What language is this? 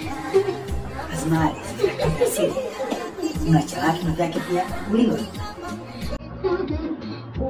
Swahili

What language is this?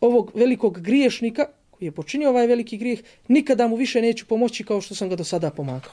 Bosnian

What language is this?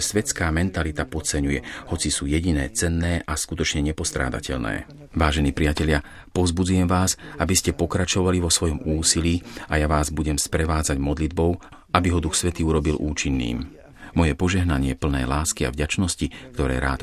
Slovak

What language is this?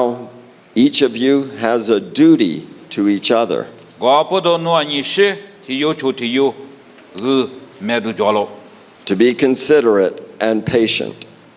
Lisu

